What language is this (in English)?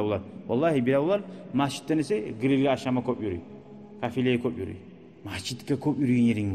Kumyk